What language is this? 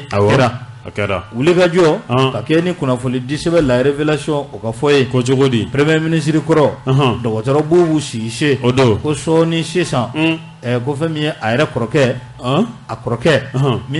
Bambara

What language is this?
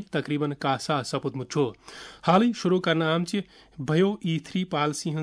Kashmiri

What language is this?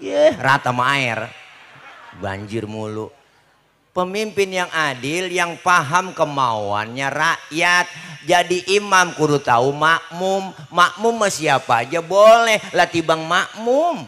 Betawi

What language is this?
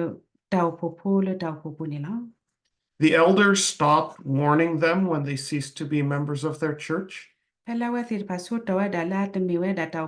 S'gaw Karen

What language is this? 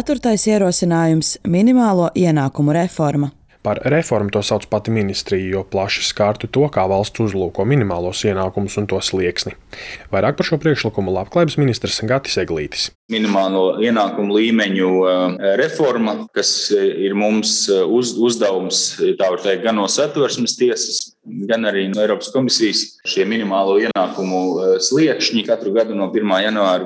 Latvian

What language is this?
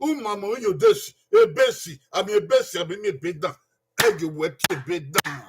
Bini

